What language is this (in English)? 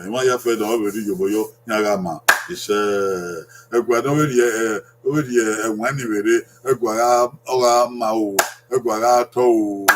Bini